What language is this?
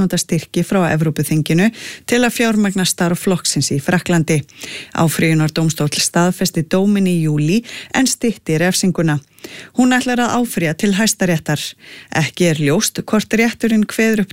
Icelandic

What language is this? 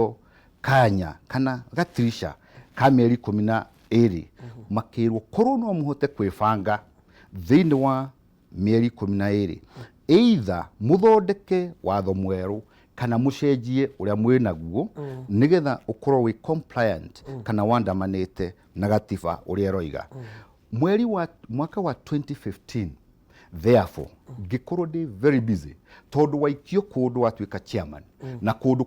Kikuyu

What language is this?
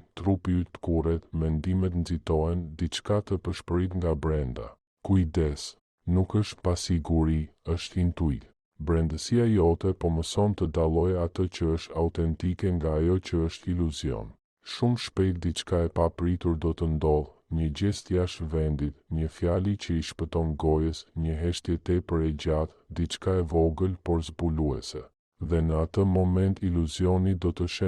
Albanian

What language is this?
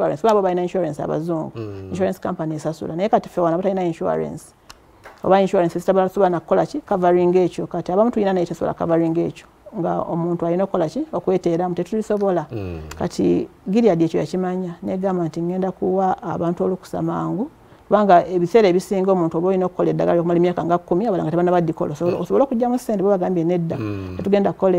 Ganda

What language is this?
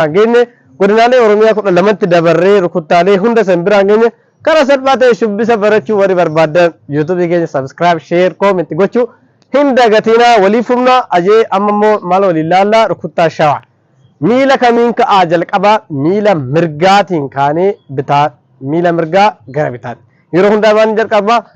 Oromo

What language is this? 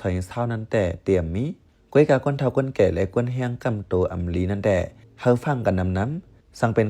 Shan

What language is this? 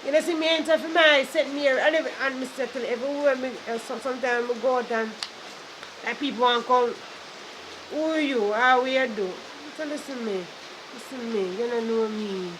Jamaican Creole English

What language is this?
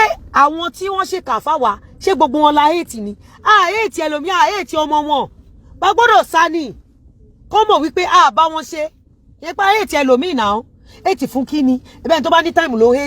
Yoruba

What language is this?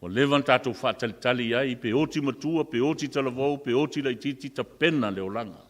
Samoan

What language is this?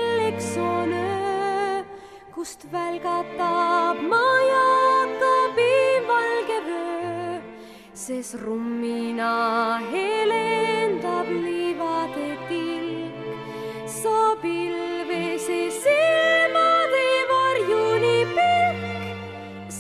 Estonian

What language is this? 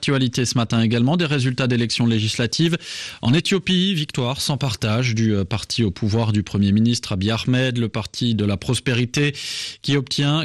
French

